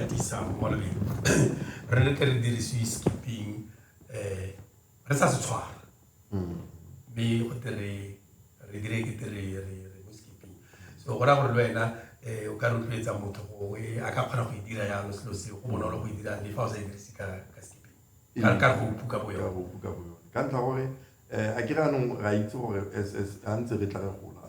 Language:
Tswana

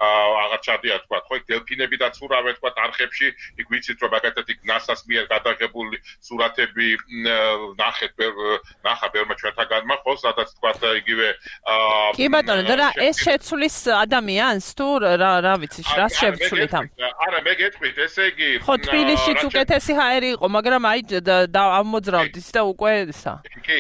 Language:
Georgian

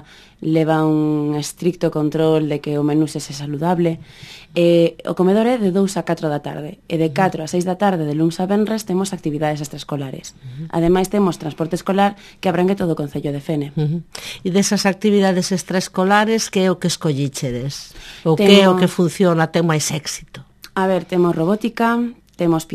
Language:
Galician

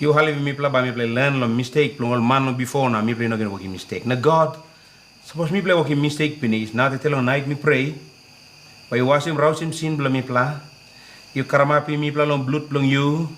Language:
Tok Pisin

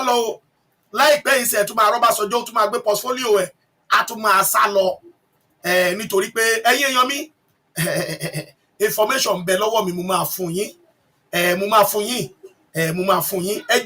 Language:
Yoruba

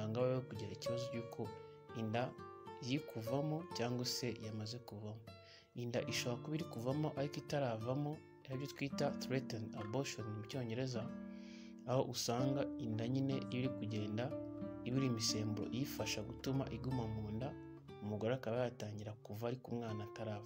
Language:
Kinyarwanda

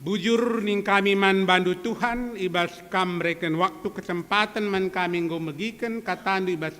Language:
Batak Karo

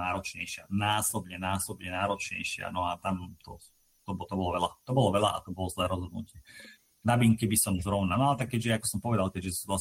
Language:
Slovak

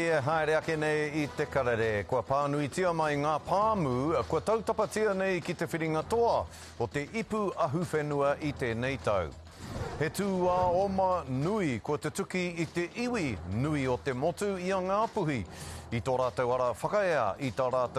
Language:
Māori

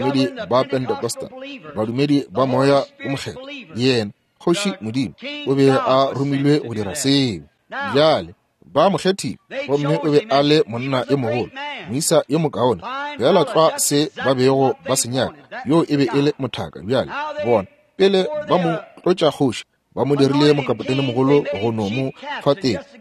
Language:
Northern Sotho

